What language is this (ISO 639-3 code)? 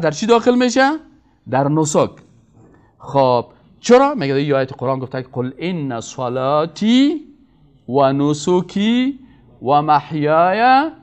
fas